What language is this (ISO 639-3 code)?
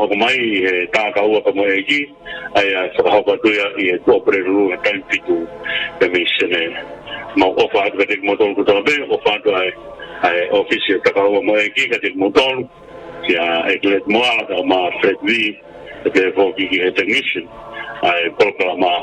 ton